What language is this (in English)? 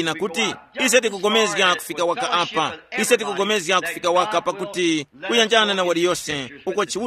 Tumbuka